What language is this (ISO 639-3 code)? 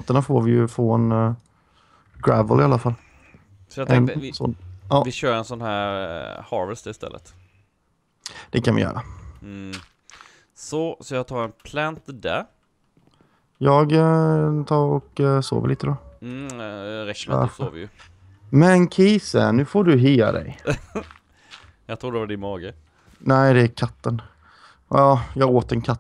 swe